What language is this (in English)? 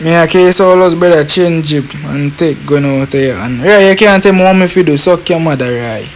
Jamaican Creole English